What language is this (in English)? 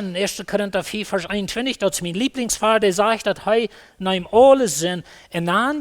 Plautdietsch